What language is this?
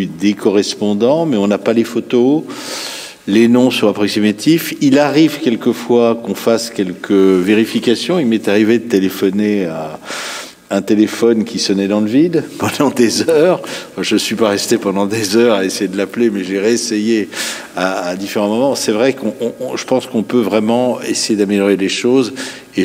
French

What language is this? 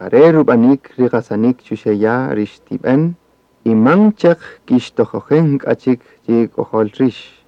Kaqchikel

